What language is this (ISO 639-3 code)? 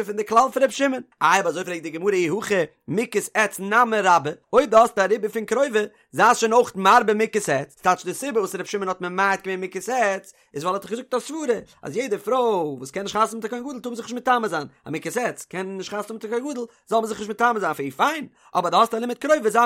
yid